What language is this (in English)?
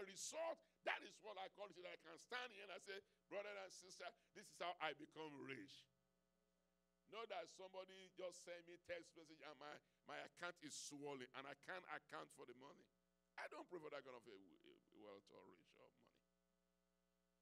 English